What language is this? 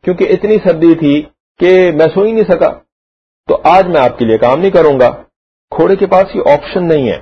Urdu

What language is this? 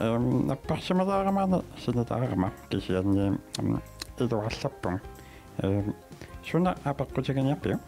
Kalaallisut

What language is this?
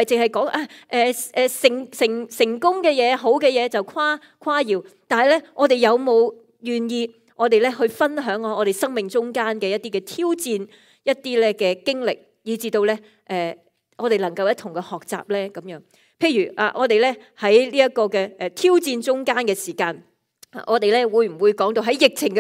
Cantonese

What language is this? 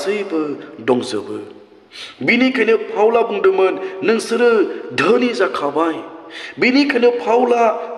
Bodo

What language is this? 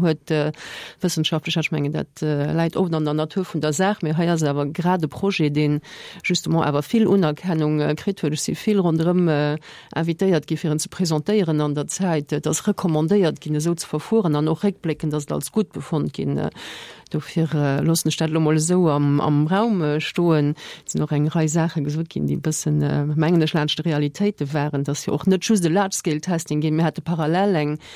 Luxembourgish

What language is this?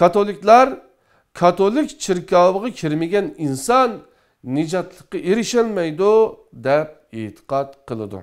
Uyghur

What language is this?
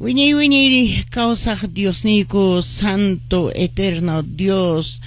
Quechua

